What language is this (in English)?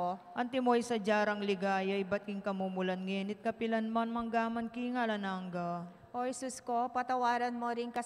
Pampanga